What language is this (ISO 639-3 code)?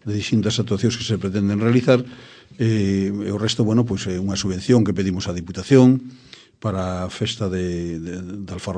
glg